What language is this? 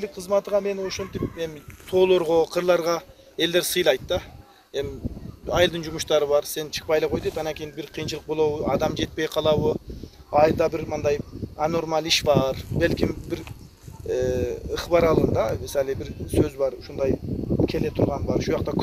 Kyrgyz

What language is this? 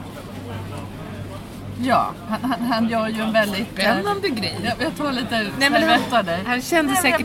Swedish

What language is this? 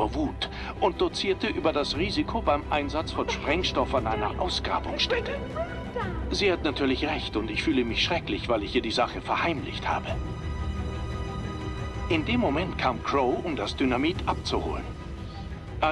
German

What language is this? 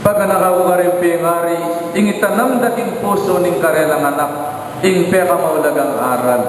Pampanga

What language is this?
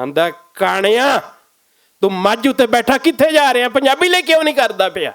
Western Panjabi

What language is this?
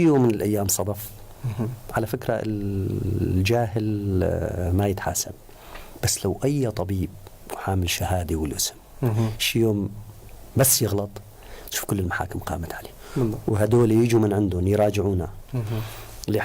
North Levantine Arabic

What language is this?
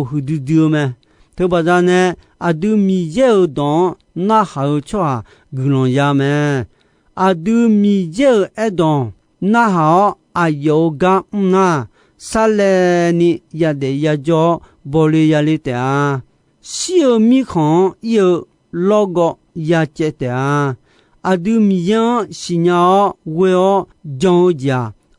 Akha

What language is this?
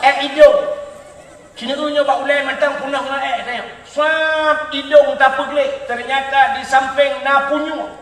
Achinese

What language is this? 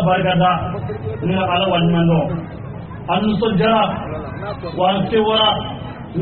Bambara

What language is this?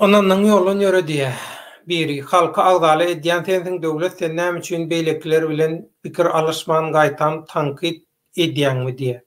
Turkmen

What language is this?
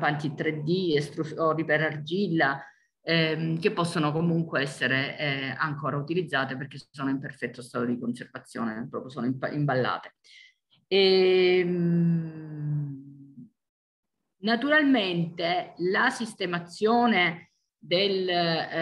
Italian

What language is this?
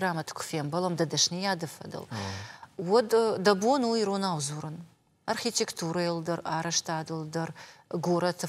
Ossetic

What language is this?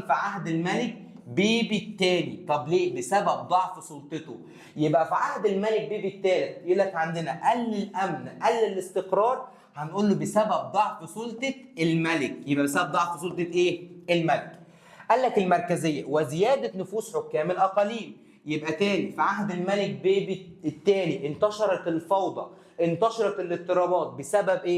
Egyptian Arabic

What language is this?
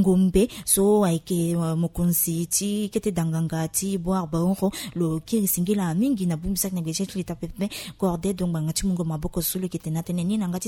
Sango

